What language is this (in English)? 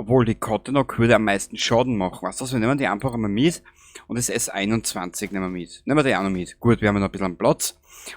Bavarian